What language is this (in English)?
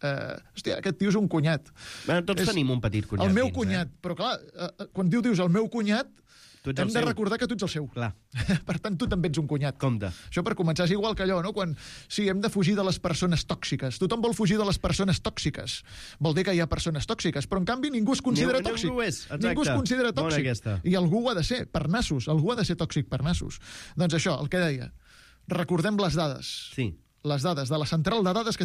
Catalan